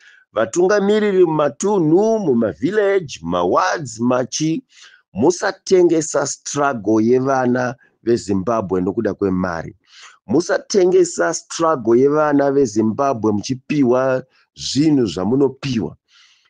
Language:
Shona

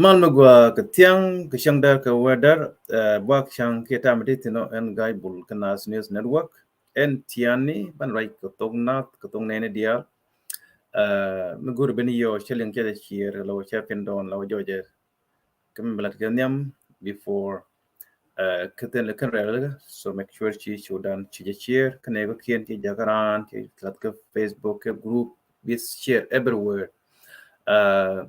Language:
Nuer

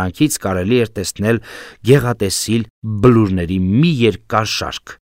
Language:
Armenian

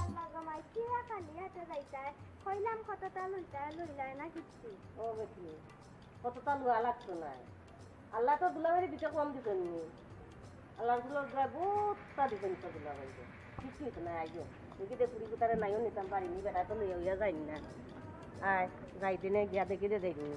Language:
Sylheti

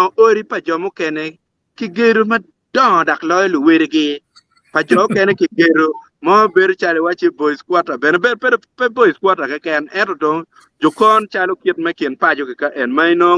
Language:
Acoli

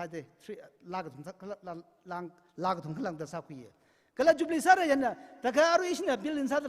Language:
Tangkhul Naga (India)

